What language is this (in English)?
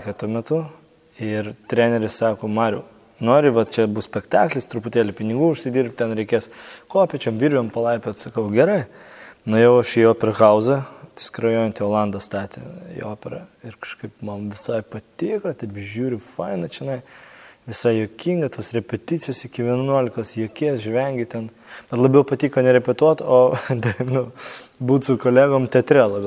Lithuanian